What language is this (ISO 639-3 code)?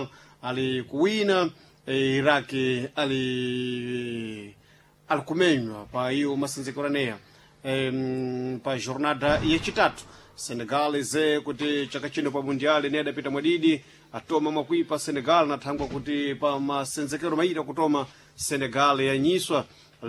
seh